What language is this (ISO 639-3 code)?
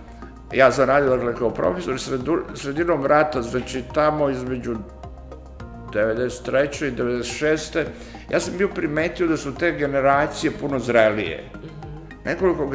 srp